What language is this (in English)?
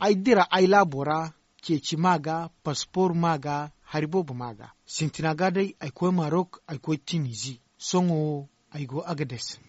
Zarma